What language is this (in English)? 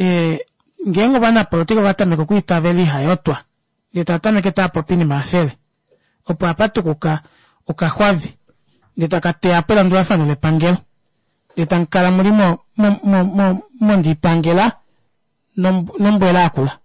Kuanyama